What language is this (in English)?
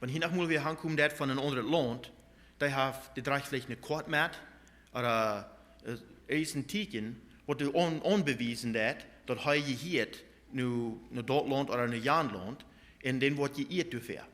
Plautdietsch